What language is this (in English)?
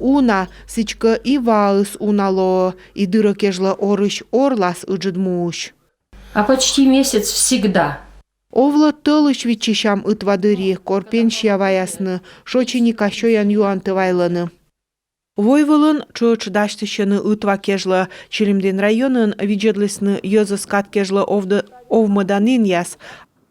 Komi